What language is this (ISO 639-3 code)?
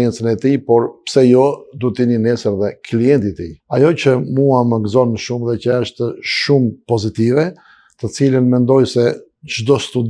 sqi